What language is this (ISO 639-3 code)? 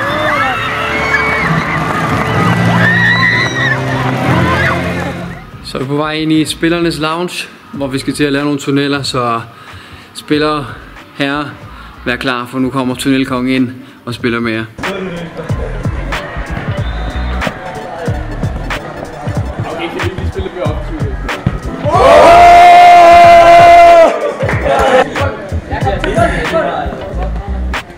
dan